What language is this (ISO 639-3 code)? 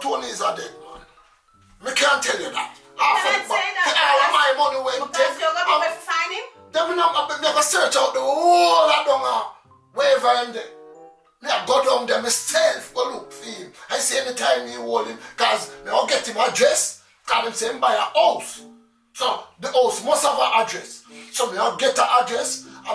jam